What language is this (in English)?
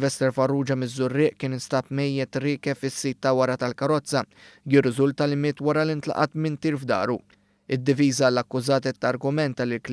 Maltese